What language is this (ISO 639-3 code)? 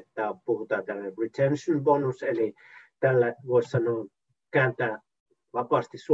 fin